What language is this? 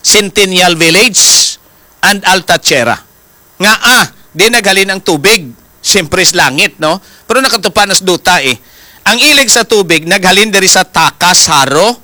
Hiligaynon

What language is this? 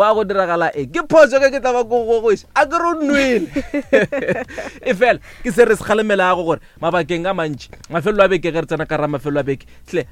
Northern Sotho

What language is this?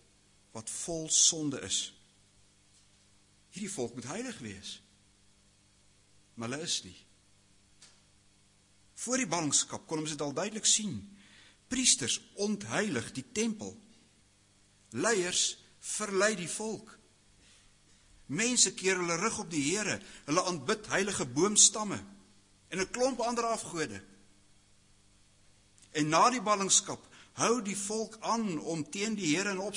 Afrikaans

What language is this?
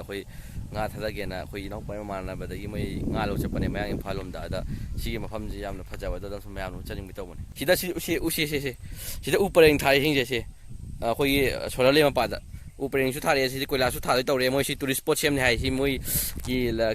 Manipuri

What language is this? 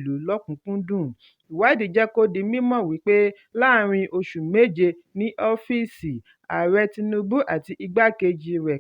Yoruba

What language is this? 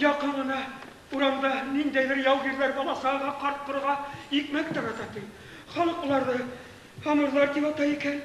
Bashkir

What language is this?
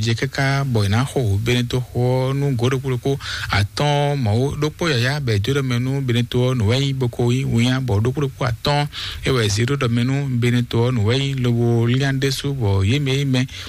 Fon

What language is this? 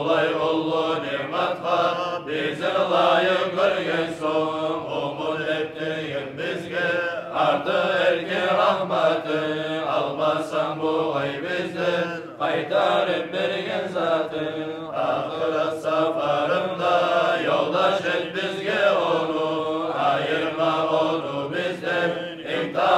Kumyk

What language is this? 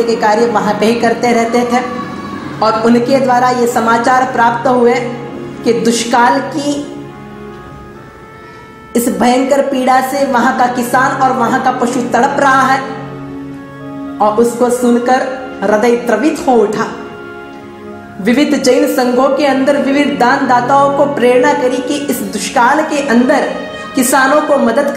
Hindi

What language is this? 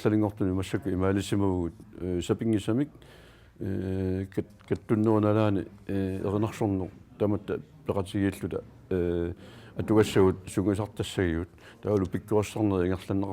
Kalaallisut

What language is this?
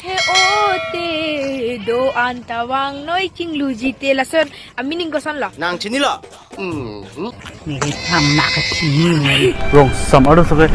Karbi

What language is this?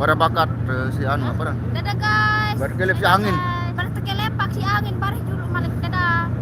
Sasak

